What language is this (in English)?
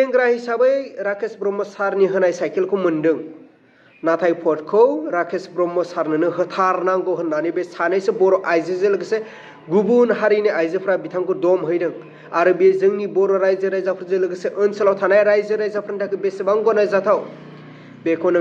Bodo